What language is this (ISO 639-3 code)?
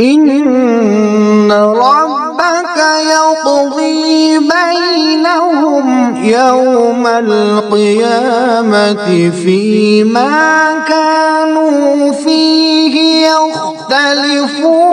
kas